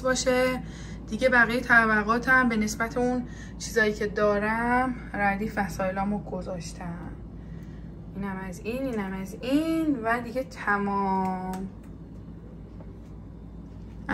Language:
Persian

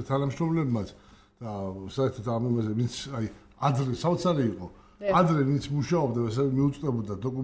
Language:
Georgian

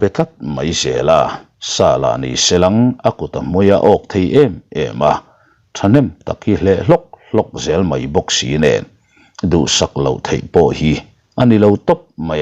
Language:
Mizo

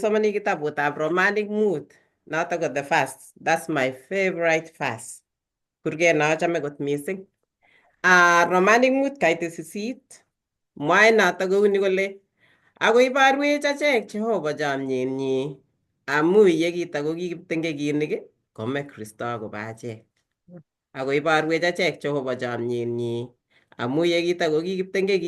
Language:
Kalenjin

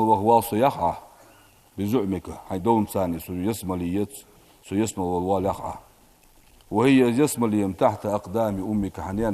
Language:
Ingush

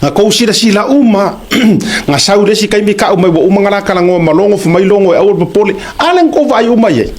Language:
Samoan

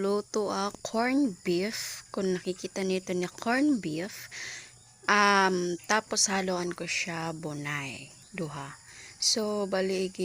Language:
Waray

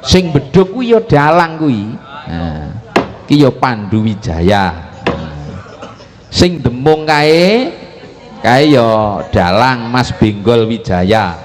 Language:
Javanese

